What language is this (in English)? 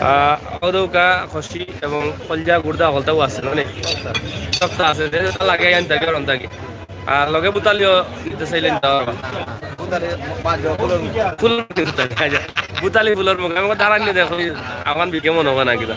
Sylheti